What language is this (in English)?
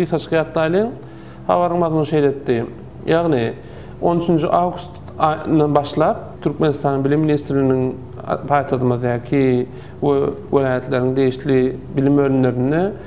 Turkmen